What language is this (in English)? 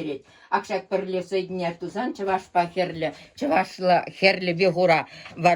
Chuvash